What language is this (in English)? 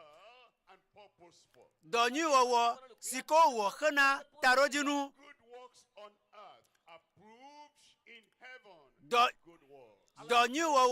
Ewe